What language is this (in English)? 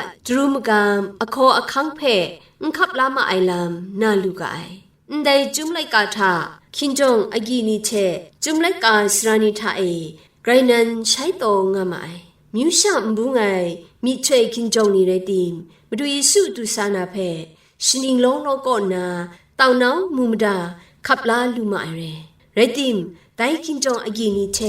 Kachin